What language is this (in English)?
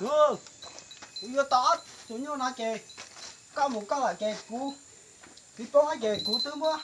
Hmong